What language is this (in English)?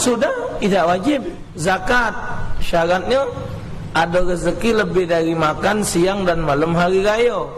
Musi